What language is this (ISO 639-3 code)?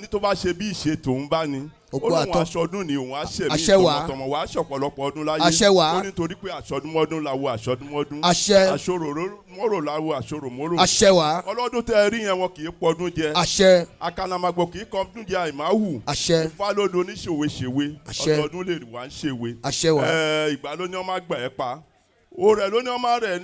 yor